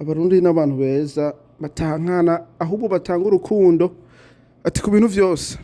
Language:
Rundi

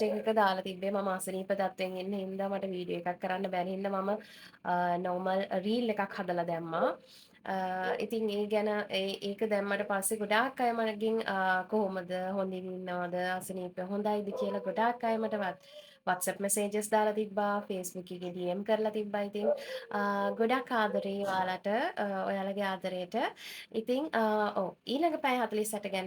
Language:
Sinhala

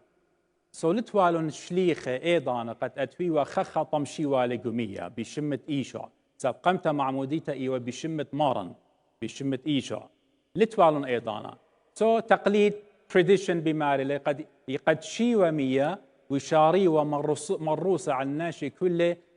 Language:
Assyrian Neo-Aramaic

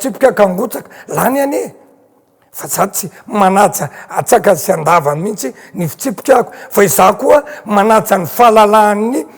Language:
Malagasy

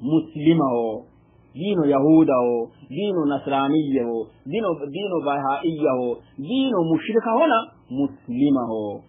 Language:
Sidamo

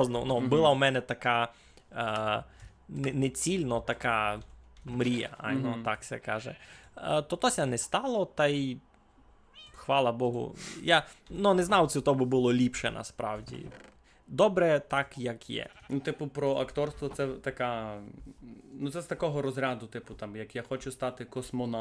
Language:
Rusyn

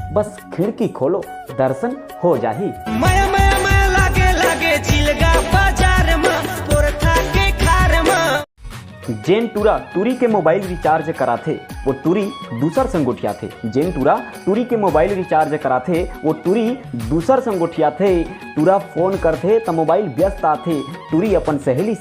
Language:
Chhattisgarhi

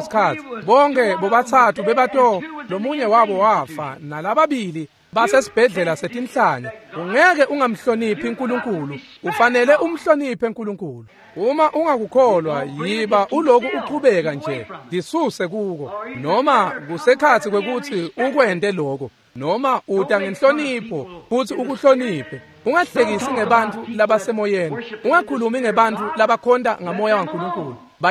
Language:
Swati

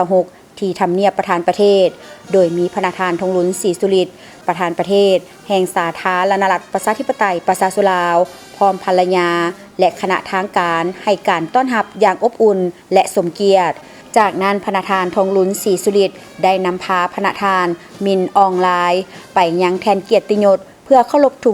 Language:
Lao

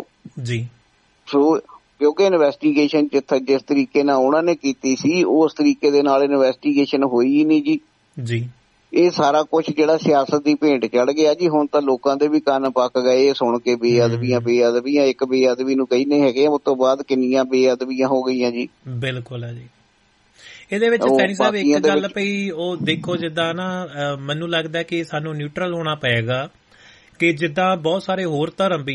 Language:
Punjabi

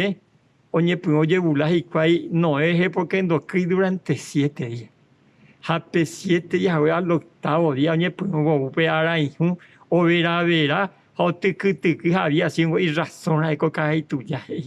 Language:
Guarani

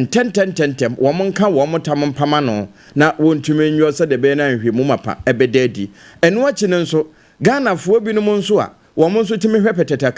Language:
Akan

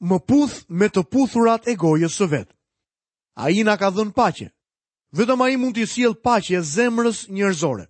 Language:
Albanian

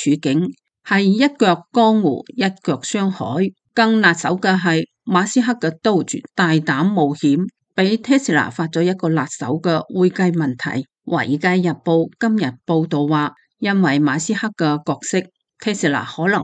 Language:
Cantonese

